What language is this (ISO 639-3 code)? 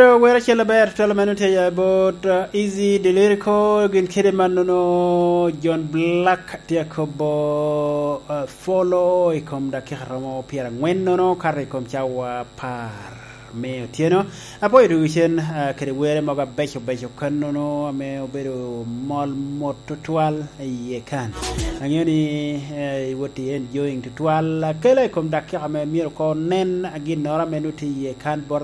laj